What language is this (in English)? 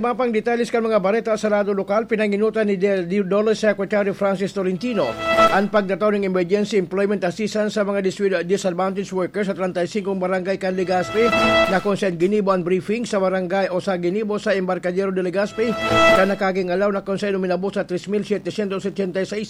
Bikol